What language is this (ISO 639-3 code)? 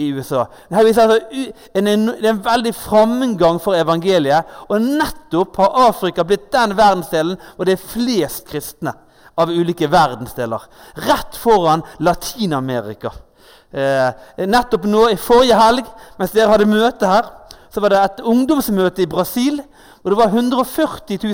nor